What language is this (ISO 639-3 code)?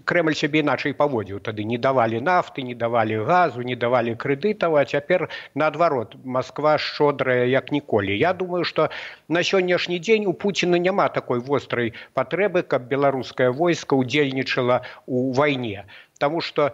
bel